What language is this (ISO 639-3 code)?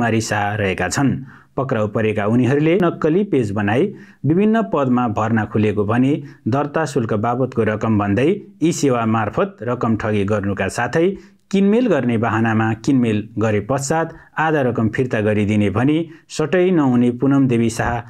nep